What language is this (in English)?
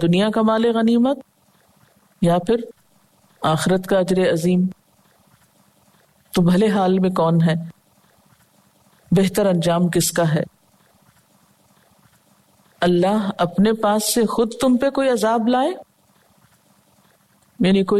Urdu